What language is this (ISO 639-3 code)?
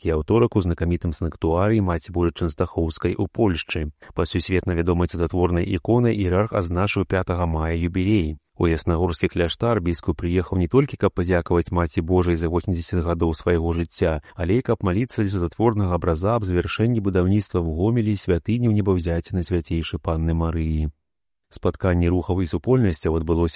bel